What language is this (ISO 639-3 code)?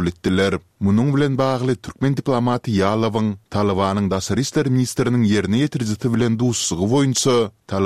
tuk